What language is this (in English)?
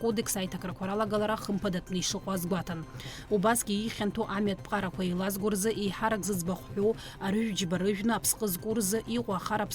Abkhazian